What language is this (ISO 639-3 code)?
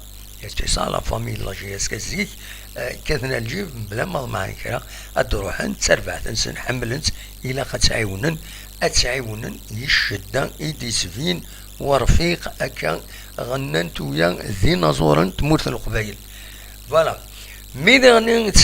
kab